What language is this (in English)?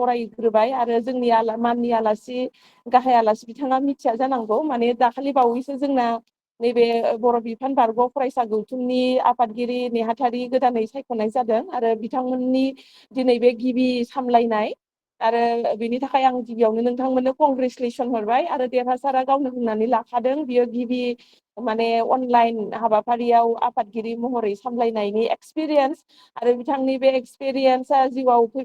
Bodo